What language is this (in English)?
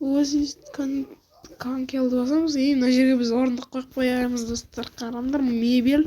Kazakh